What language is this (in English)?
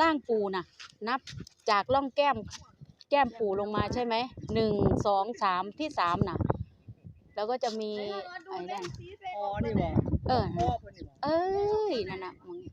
Northeastern Thai